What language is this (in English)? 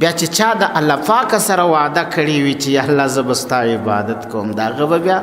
Pashto